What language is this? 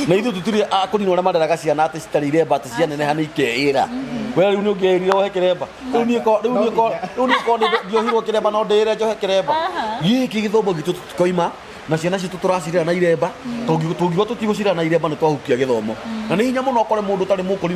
Kikuyu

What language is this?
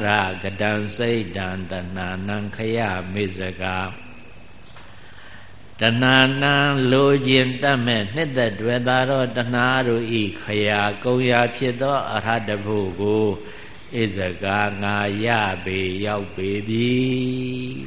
Burmese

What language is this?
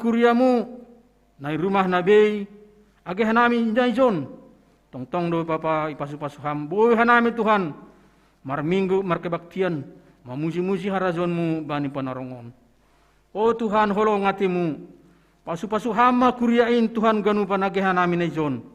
Batak Simalungun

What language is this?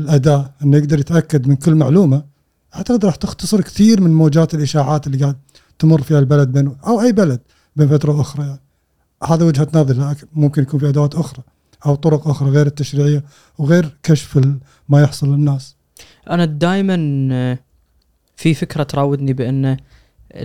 Gulf Arabic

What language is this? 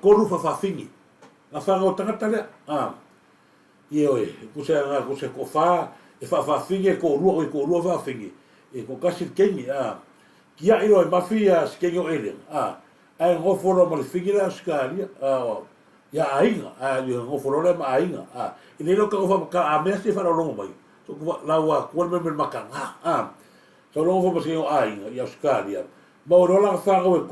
Samoan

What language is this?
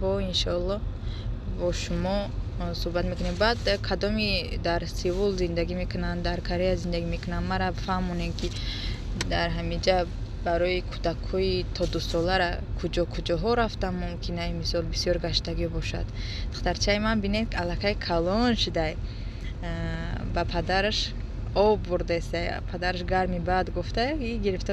Tajik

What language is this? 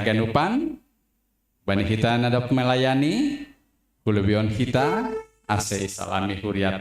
Batak Simalungun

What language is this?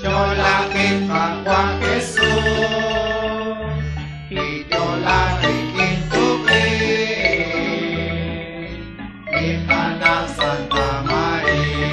Kekchí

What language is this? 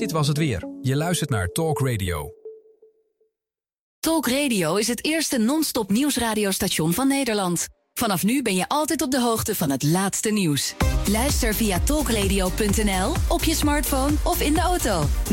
Dutch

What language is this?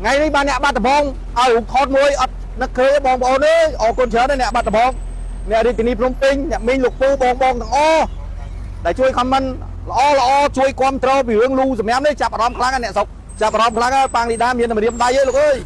Khmer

